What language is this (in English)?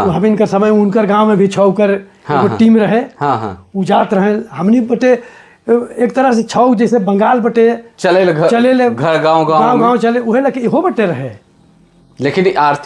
Sadri